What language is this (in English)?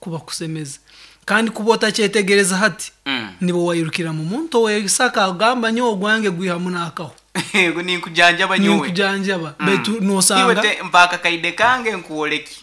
Nyankole